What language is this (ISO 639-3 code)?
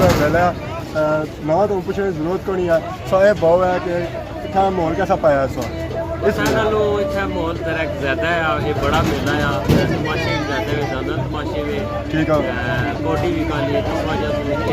phr